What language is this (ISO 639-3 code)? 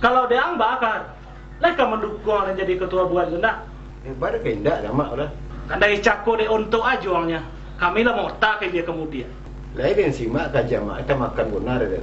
min